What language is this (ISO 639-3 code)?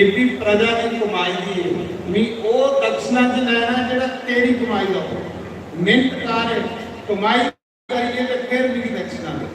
doi